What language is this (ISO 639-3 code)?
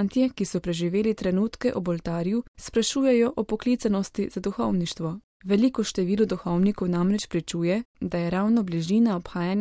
slv